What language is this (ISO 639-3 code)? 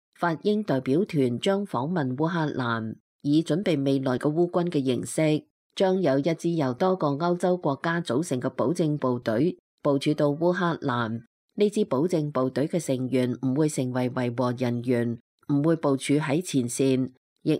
yue